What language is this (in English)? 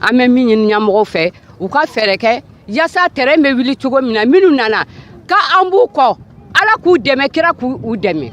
Bambara